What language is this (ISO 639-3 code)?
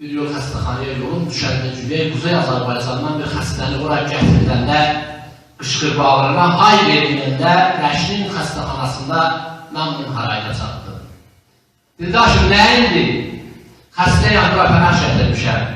azb